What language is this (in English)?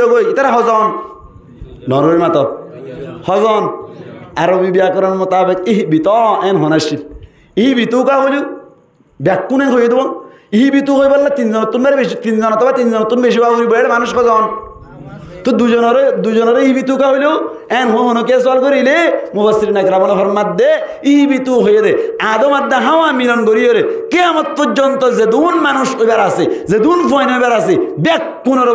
Rohingya